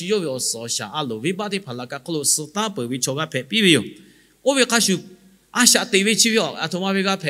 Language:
Lahu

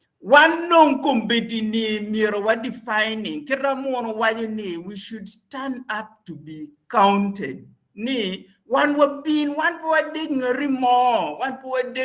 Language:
Acoli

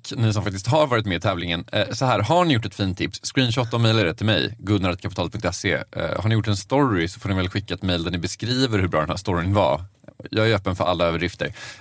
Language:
Swedish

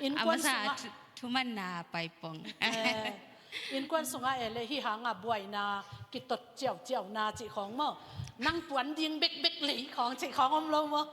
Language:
Tedim Chin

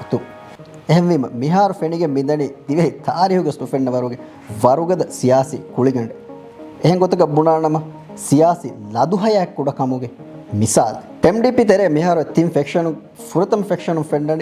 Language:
Divehi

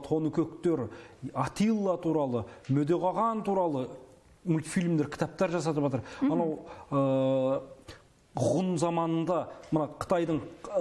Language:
Kazakh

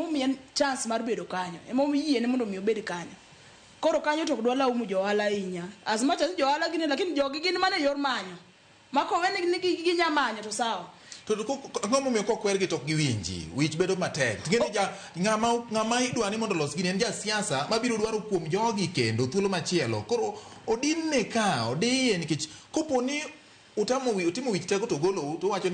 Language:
Luo (Kenya and Tanzania)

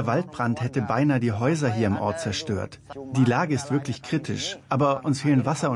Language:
German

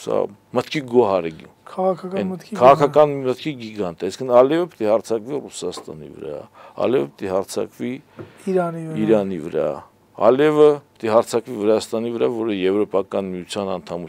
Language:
Armenian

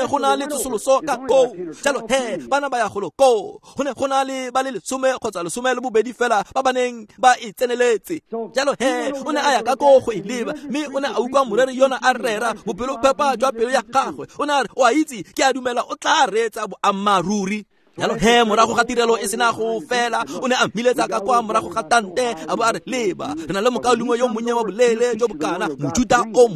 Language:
Tswana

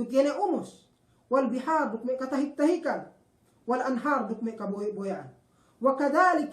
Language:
Yakan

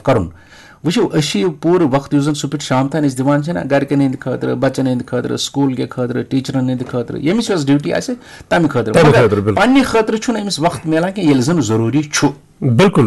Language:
Kashmiri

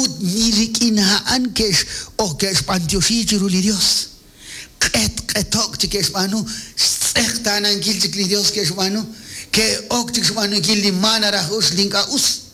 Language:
Kekchí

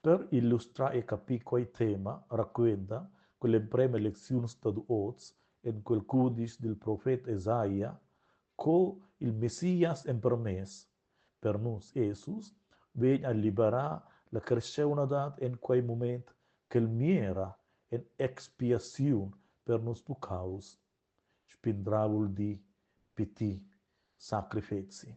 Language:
Romansh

